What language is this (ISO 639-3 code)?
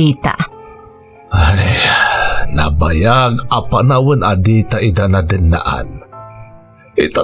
ilo